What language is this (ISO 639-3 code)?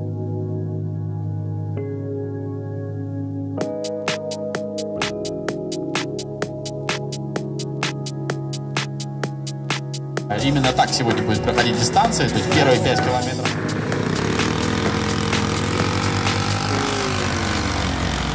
rus